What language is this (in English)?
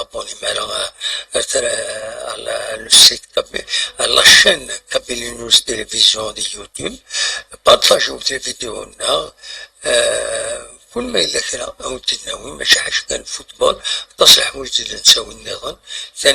Kabyle